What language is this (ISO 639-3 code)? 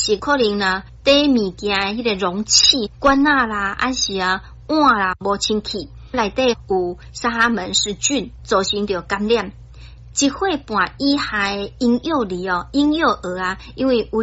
nan